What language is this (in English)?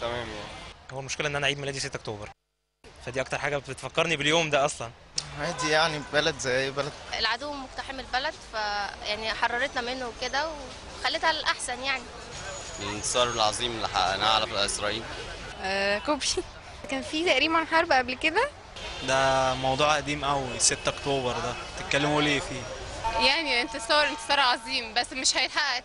Egyptian Arabic